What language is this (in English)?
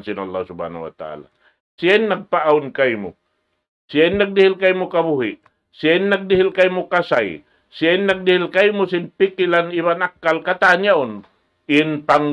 Tausug